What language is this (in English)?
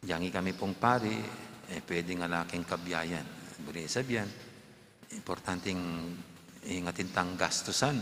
Pampanga